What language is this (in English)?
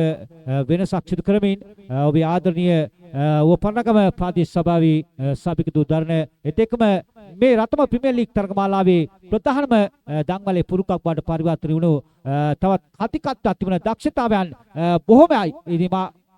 Sinhala